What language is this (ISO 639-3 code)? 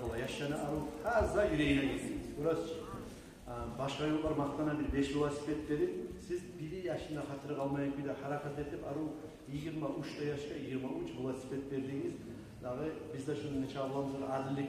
kum